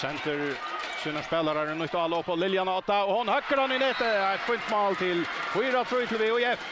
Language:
Faroese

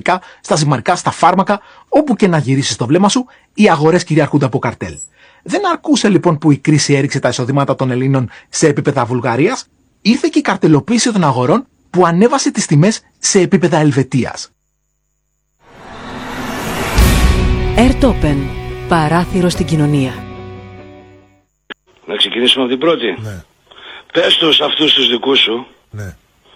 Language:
Greek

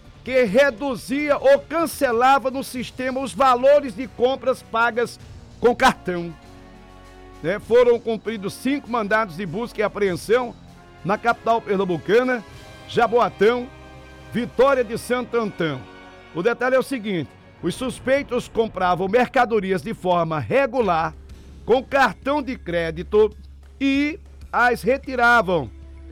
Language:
Portuguese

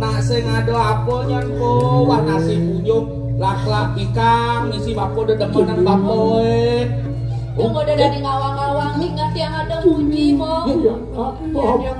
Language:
Balinese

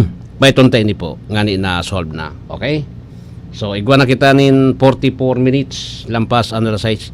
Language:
Bikol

